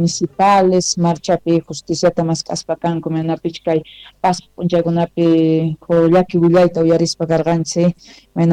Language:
South Bolivian Quechua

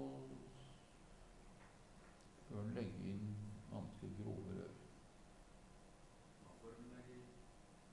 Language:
Norwegian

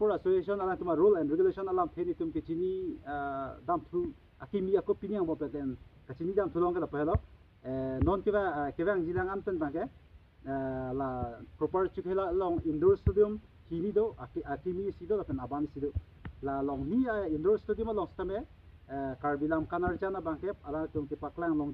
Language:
Karbi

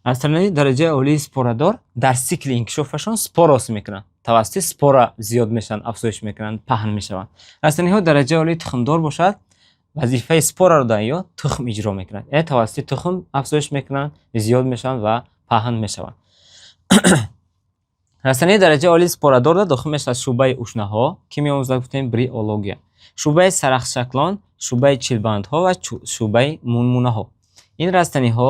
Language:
Tajik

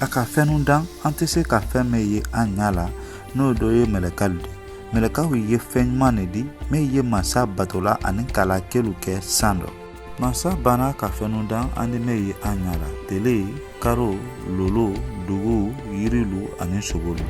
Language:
Mandingo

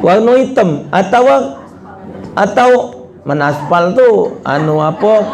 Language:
Musi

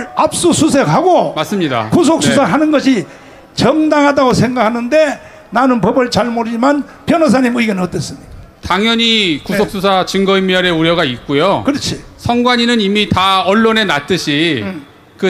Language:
Korean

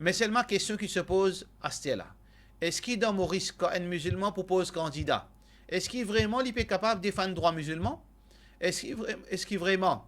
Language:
Morisyen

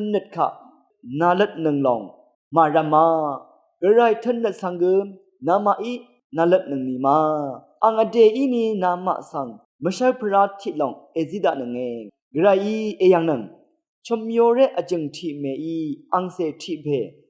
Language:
Rawang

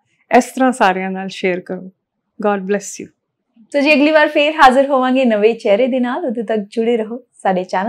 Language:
Punjabi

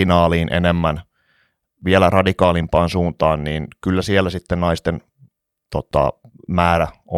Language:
Finnish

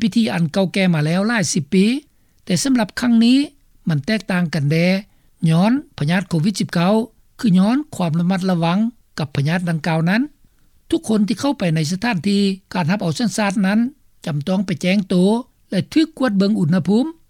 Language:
Lao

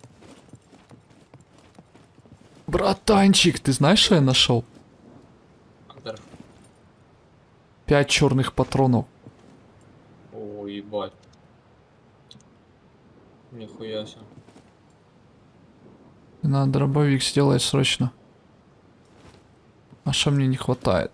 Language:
Russian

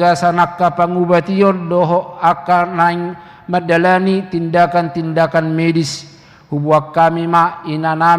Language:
Batak Toba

